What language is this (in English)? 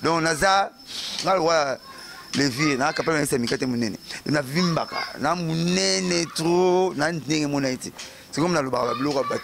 Lingala